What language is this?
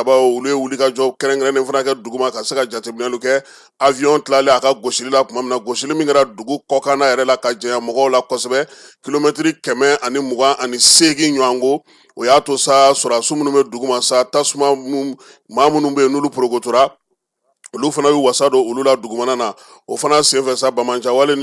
Bambara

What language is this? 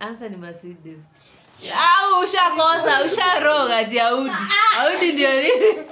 Swahili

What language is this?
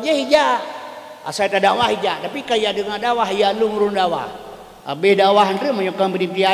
Achinese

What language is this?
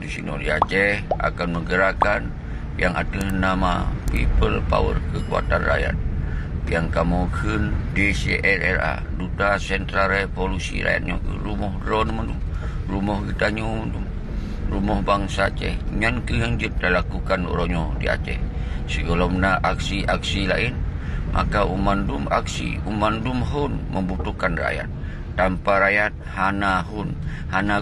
Achinese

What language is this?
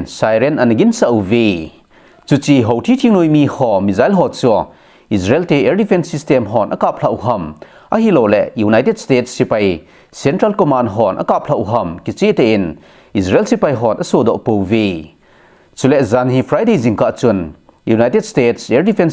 Thado Chin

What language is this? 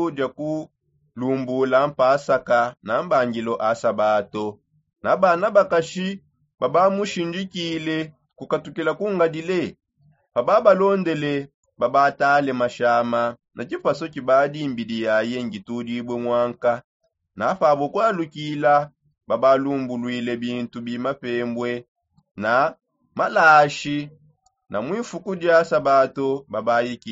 Songe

